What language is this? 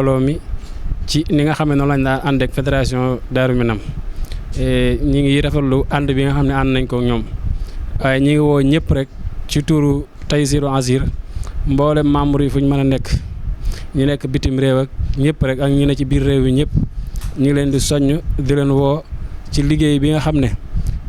Wolof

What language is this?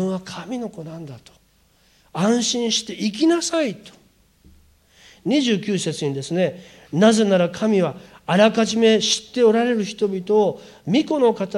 Japanese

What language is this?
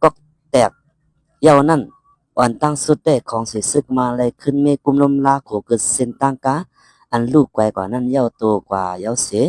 Shan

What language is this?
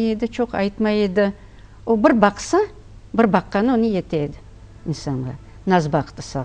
Crimean Tatar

